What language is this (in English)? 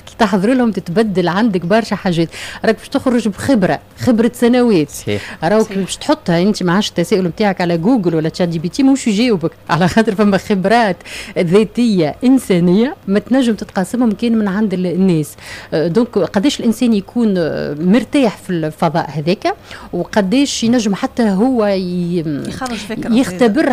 Tunisian Arabic